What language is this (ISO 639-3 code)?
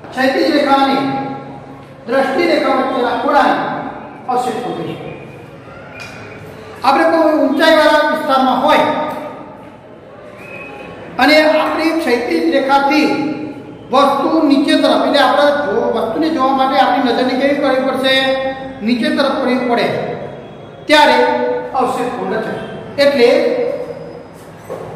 guj